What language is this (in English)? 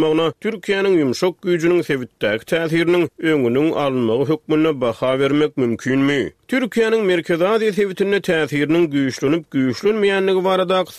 Turkmen